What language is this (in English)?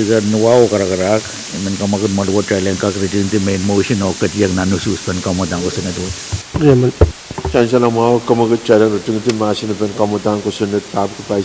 Pohnpeian